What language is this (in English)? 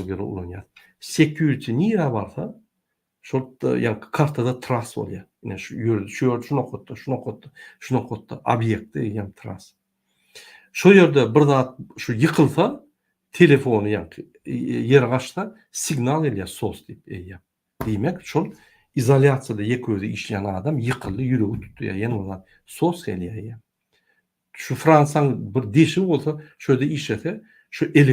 Turkmen